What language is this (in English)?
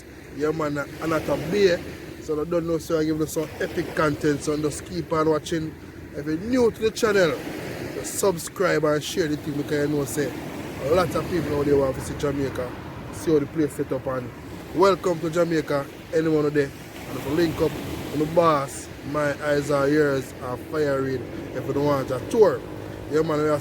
Jamaican Creole English